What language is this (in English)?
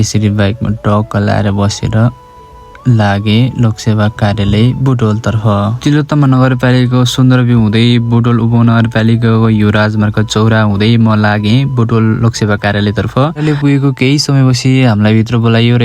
Nepali